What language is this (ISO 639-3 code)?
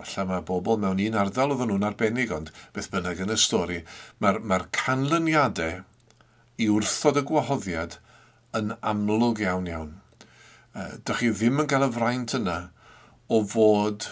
cym